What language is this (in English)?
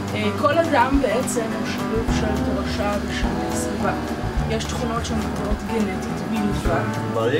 Hebrew